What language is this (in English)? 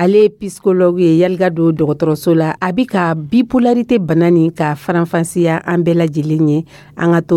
Dyula